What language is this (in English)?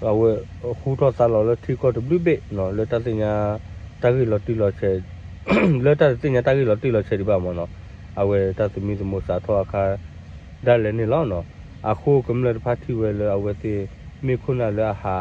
S'gaw Karen